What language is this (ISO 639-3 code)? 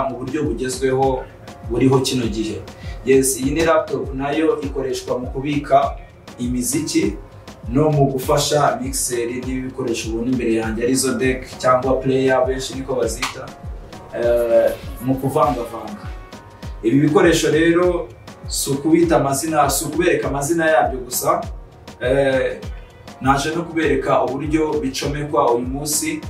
kin